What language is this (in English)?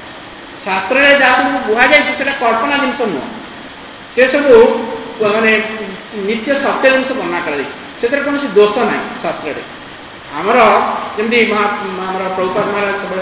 Odia